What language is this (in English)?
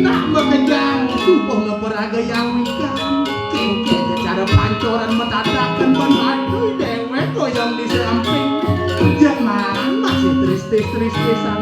Balinese